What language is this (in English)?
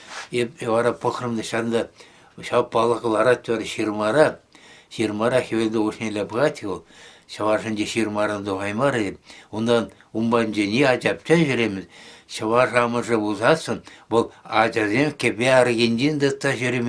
Chuvash